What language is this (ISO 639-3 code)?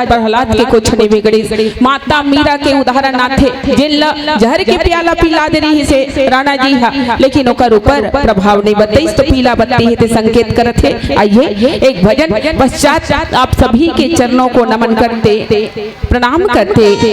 hne